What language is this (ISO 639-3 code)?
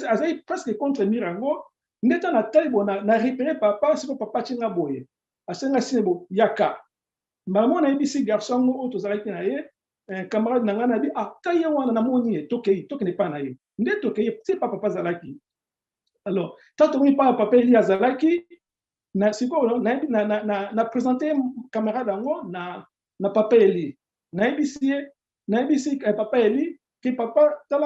lin